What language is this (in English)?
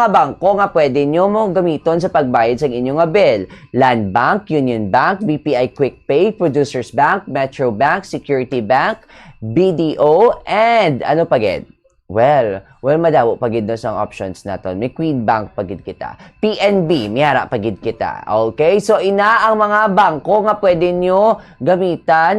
Hiligaynon